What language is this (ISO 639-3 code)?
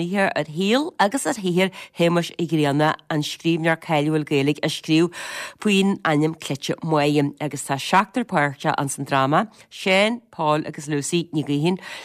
gle